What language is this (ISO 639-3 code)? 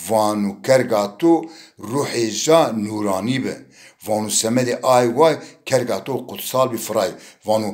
zza